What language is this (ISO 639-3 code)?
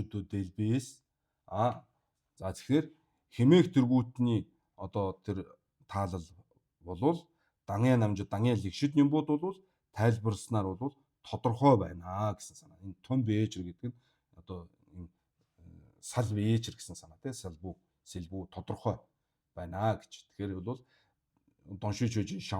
mon